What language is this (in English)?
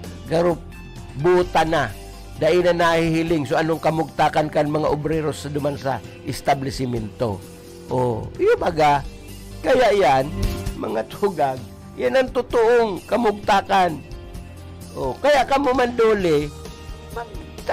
Bikol